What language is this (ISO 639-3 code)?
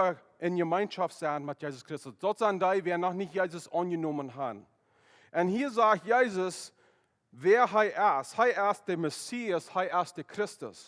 pdt